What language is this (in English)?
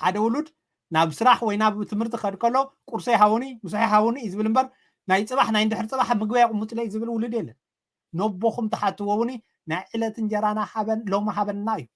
Tigrinya